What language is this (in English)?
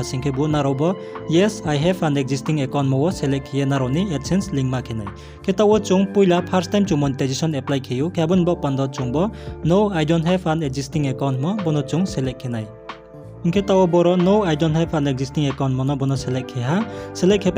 Riang (India)